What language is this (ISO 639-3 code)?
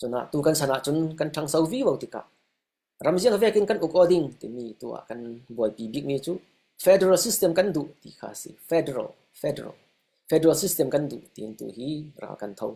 cfm